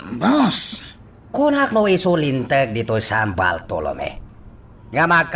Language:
Iloko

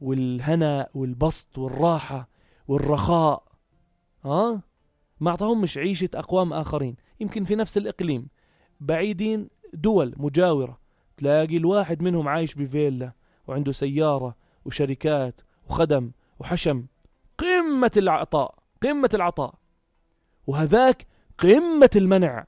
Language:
North Levantine Arabic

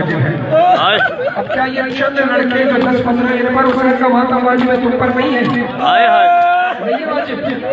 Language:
Urdu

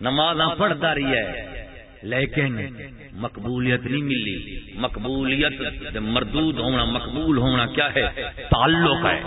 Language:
Saraiki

